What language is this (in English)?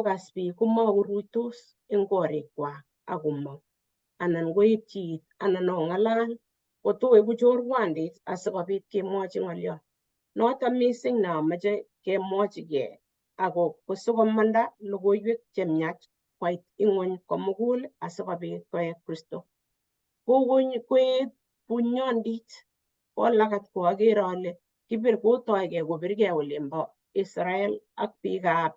Kalenjin